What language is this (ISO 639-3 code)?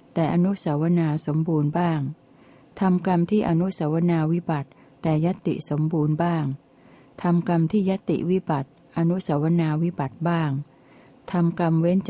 tha